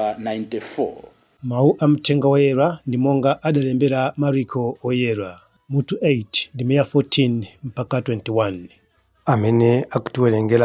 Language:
Nyanja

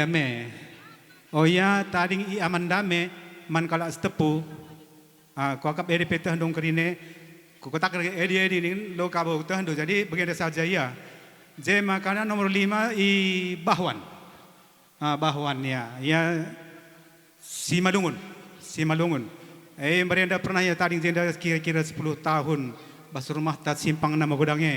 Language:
Batak Karo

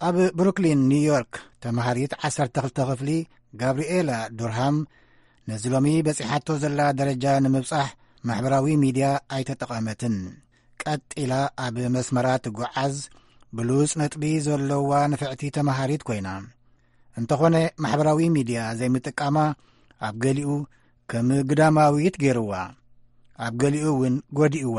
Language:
Tigrinya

